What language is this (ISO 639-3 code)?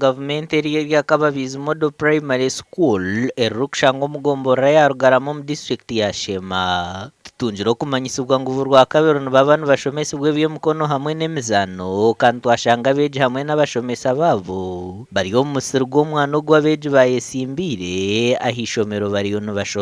nyn